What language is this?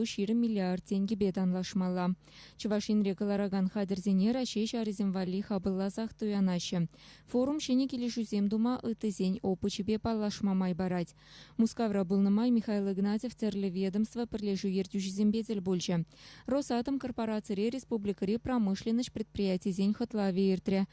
Chuvash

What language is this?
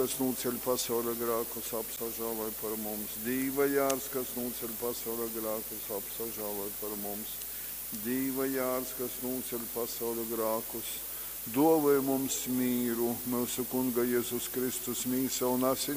Latgalian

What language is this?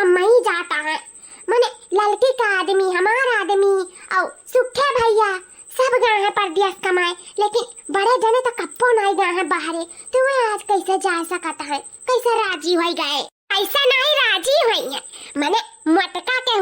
Awadhi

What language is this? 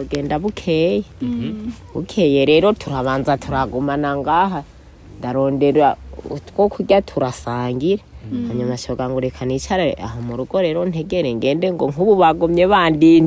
Rundi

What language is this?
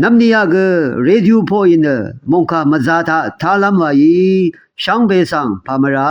Rawang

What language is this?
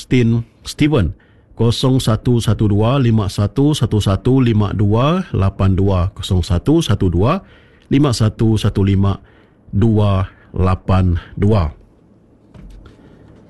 Iban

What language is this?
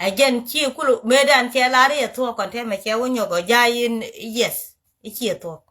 Nuer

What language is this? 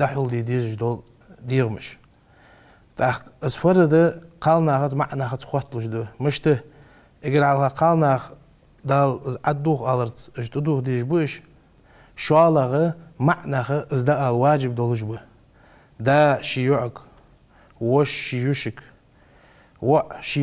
Ingush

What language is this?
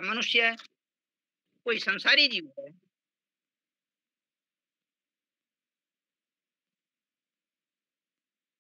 Hindi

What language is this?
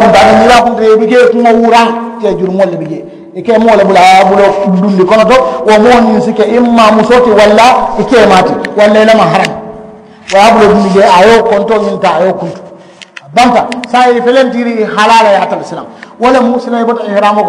Mandingo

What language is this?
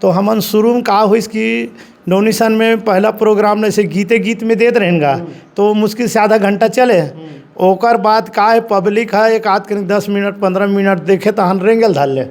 Chhattisgarhi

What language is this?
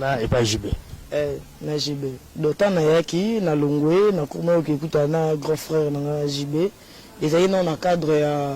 Lingala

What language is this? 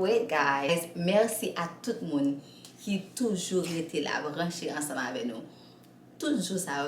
Haitian Creole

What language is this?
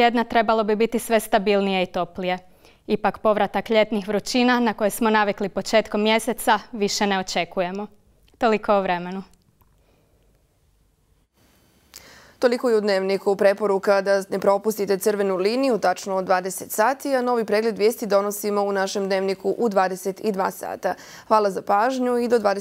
Bosnian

